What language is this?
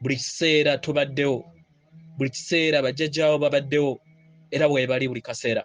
Ganda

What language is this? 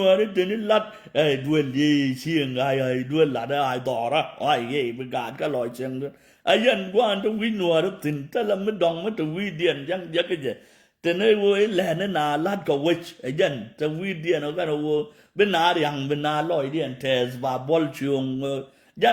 Nuer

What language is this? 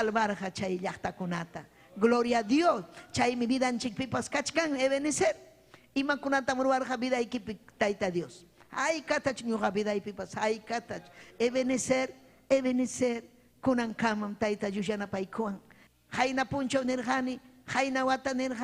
Ayacucho Quechua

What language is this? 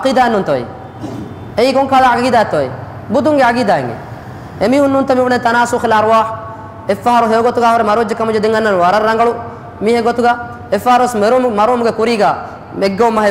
Divehi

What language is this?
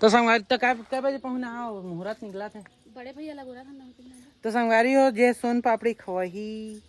Chhattisgarhi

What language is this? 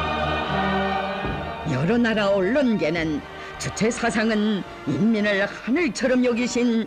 Korean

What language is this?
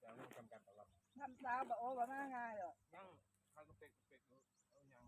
Northeastern Thai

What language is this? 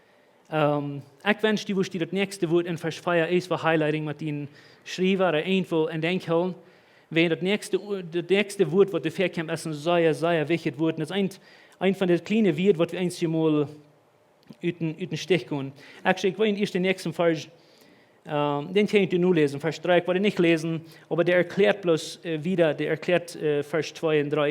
Plautdietsch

